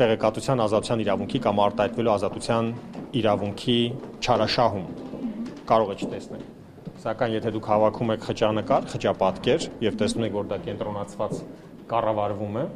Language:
Armenian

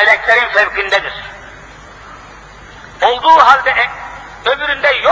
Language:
Turkish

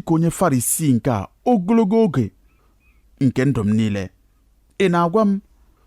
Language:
Igbo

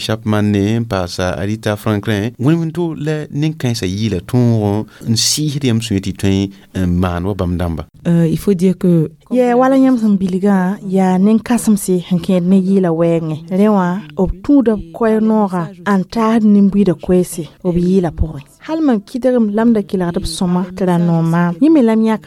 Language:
Mossi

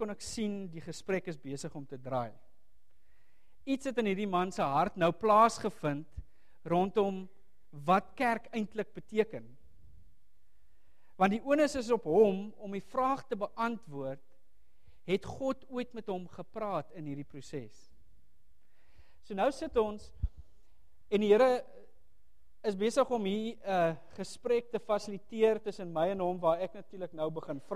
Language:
Afrikaans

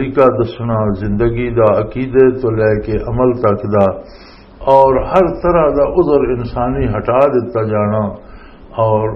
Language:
Western Panjabi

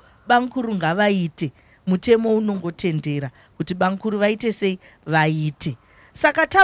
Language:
Shona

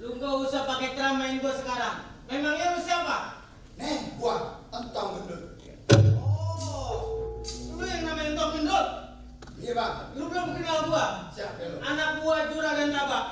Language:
Betawi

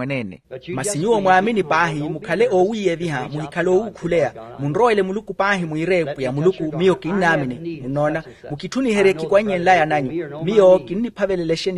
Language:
Makhuwa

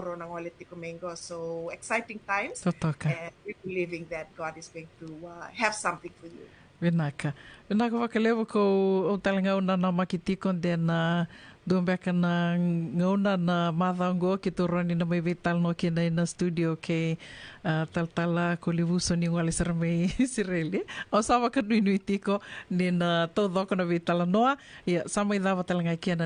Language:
Fijian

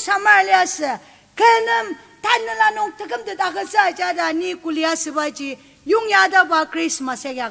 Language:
Ao Naga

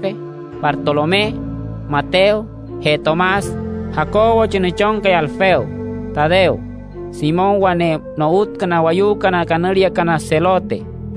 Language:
Wayuu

